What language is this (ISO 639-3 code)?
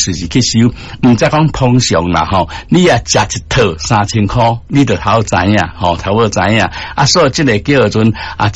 nan